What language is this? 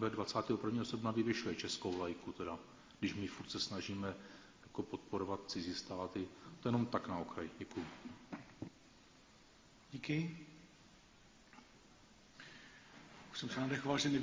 Czech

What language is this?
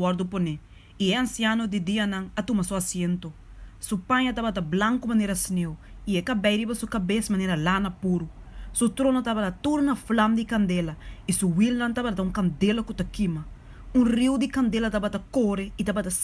Papiamento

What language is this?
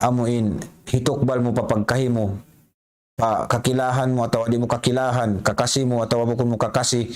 Tausug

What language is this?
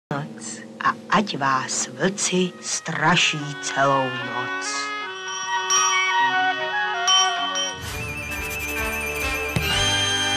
Czech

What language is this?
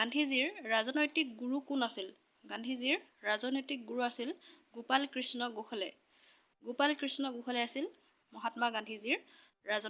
Assamese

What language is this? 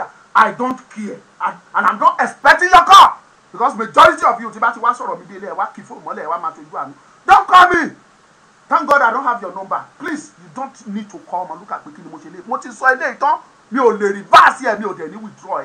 Yoruba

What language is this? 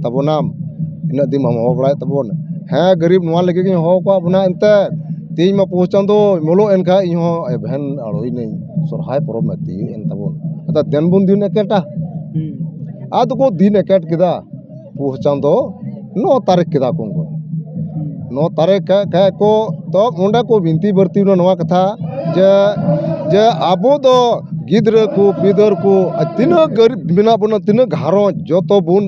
Santali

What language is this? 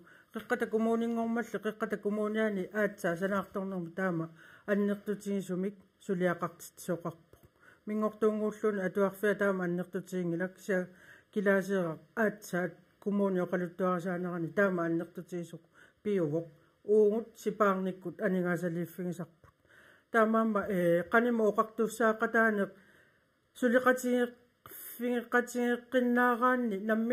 Kalaallisut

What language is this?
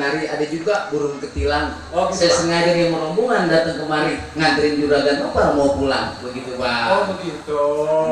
Betawi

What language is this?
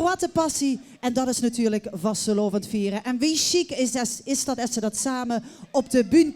Limburgish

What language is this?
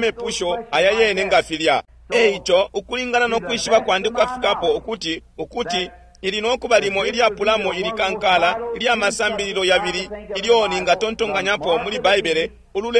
Bemba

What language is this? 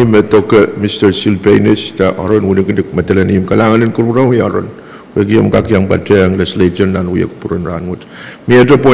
Pohnpeian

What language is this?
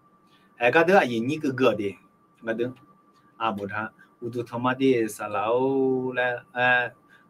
Akha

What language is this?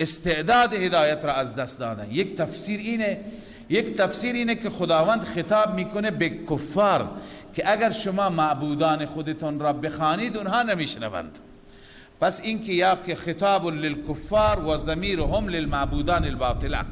Persian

